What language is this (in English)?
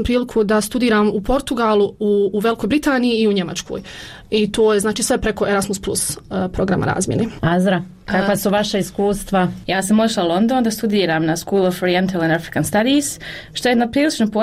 Bosnian